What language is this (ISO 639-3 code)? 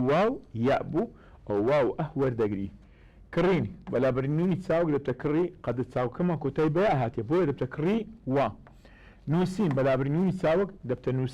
ckb